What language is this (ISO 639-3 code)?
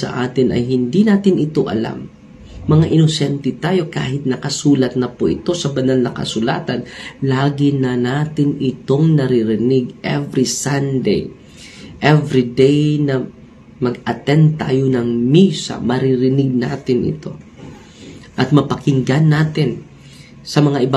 fil